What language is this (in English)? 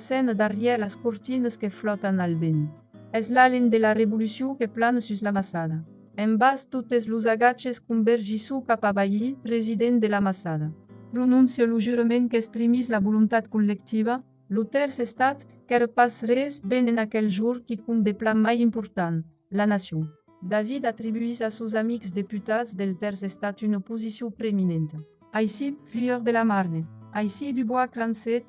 Occitan